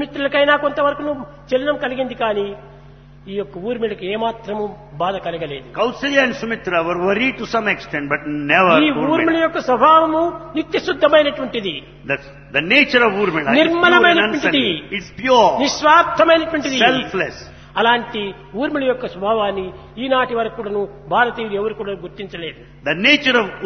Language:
Telugu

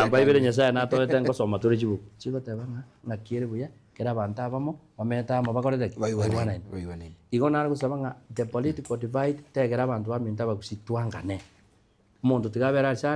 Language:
Gusii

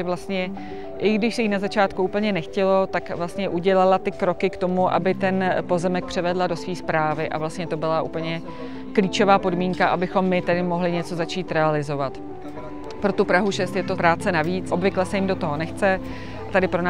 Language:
Czech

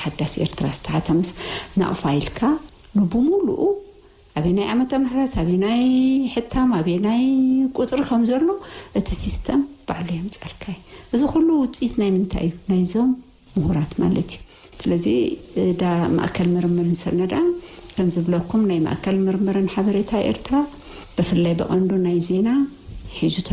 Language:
Tigrinya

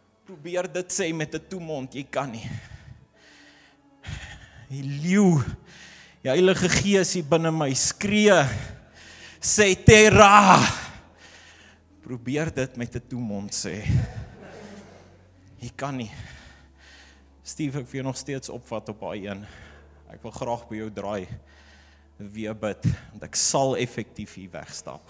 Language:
Afrikaans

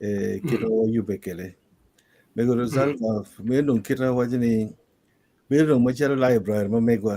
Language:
Acoli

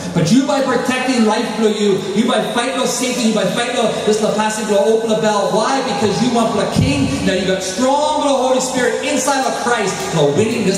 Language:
Tok Pisin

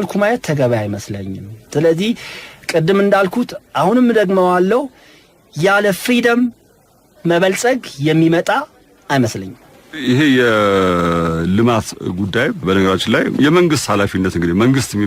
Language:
Amharic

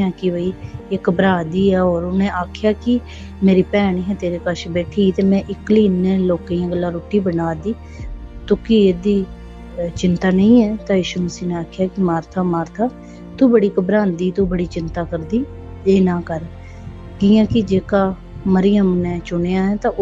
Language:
Dogri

